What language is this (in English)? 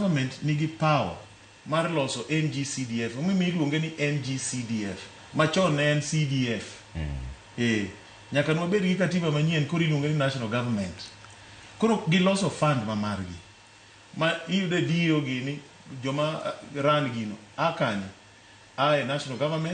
Luo (Kenya and Tanzania)